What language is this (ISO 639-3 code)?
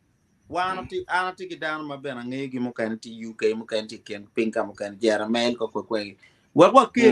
ach